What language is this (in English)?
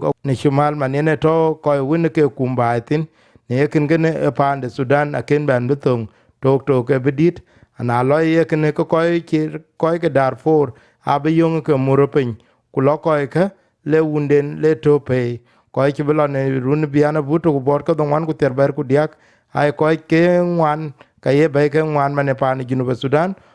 Dinka